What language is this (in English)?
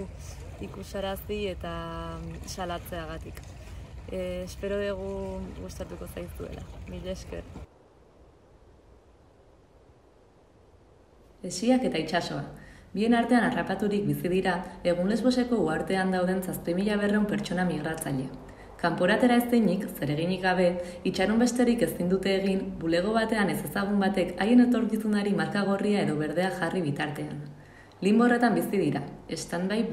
Basque